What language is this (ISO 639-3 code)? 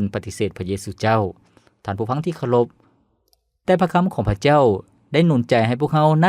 lao